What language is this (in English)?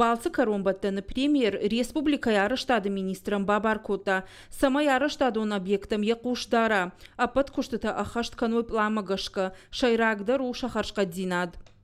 Ossetic